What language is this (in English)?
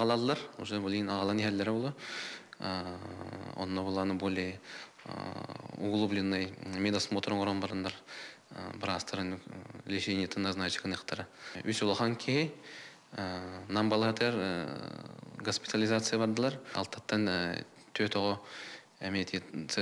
Yakut